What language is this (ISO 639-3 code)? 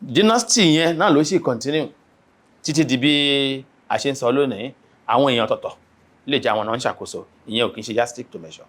yor